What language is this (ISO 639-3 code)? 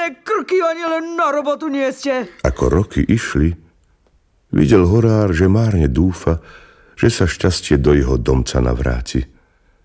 slk